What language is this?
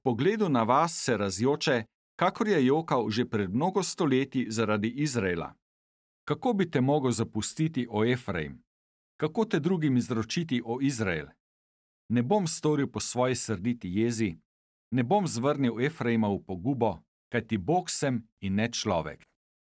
Slovenian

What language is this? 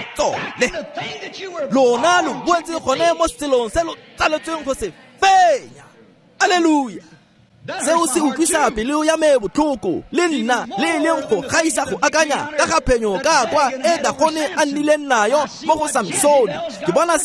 Tswana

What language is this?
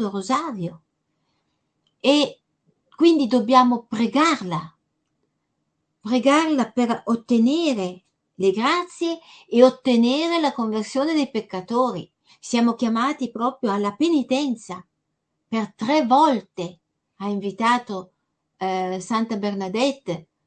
Italian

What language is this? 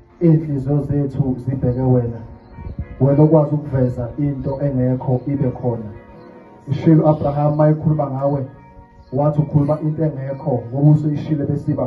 Zulu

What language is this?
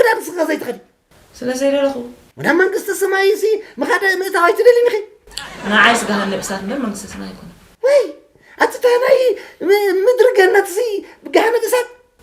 Tigrinya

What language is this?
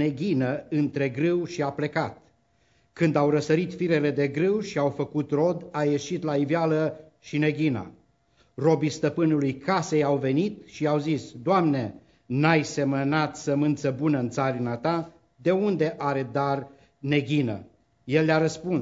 Romanian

